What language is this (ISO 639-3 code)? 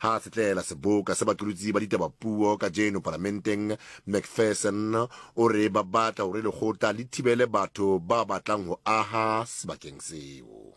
sot